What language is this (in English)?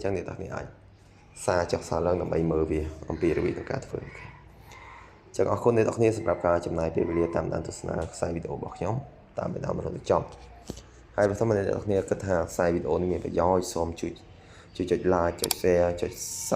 Khmer